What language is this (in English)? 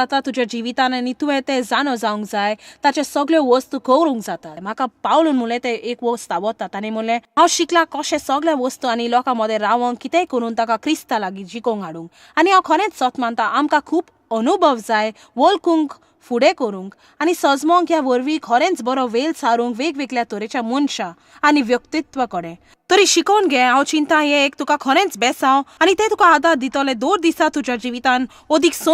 Konkani